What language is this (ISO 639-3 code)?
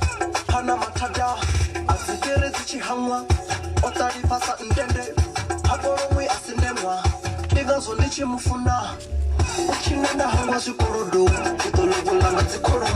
ven